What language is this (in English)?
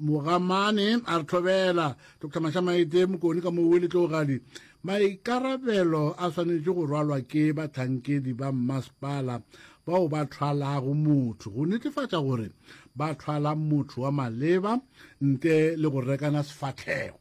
Northern Sotho